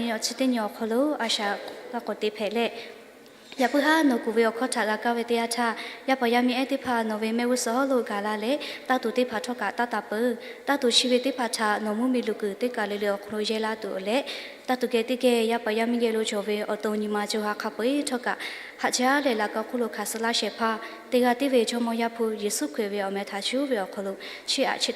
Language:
Lahu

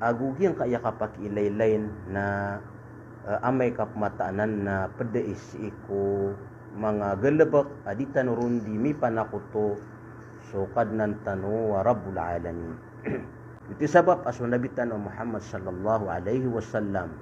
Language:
Maranao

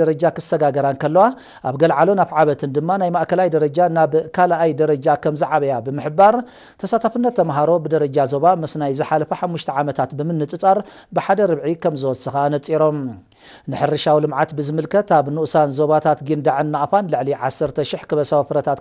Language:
Tigrinya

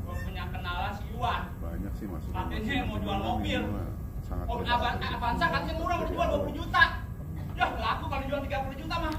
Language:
Betawi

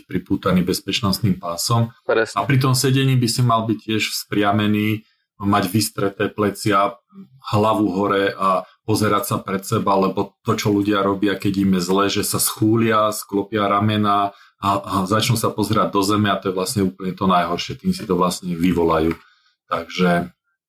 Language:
Slovak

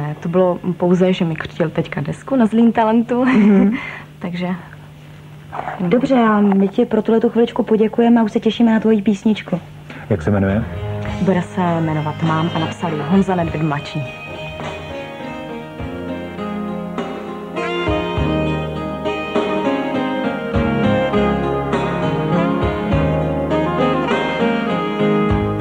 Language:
Czech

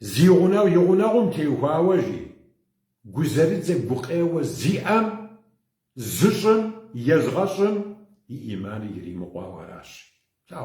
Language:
Kabardian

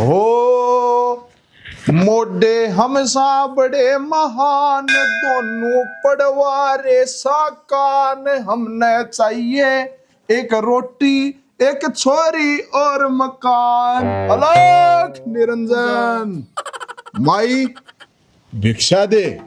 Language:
Haryanvi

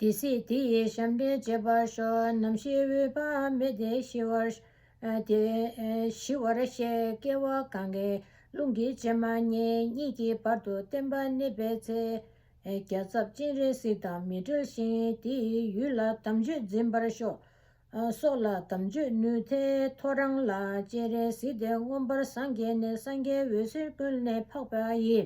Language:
Tibetan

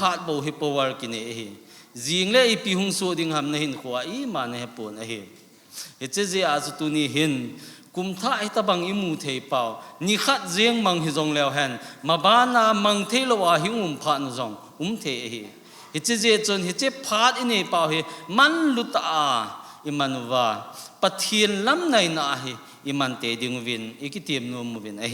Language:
Thado Chin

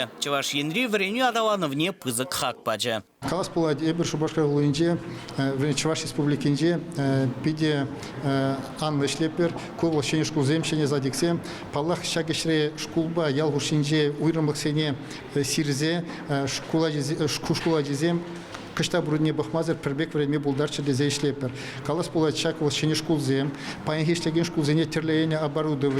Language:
Chuvash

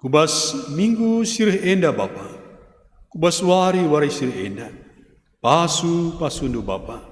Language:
Batak Karo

